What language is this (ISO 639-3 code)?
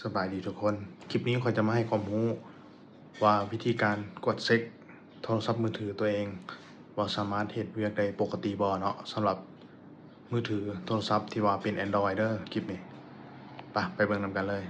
lao